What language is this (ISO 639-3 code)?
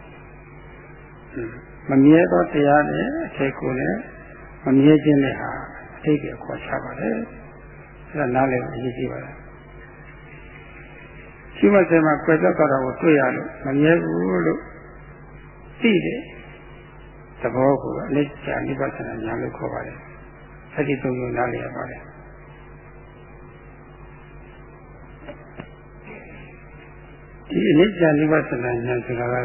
mya